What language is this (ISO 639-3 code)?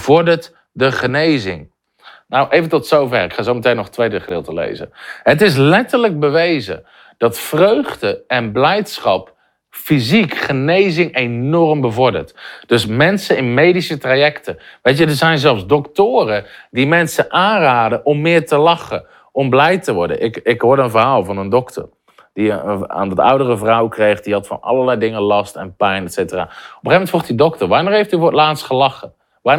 nld